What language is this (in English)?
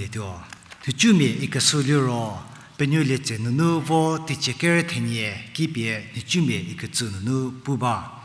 Angami Naga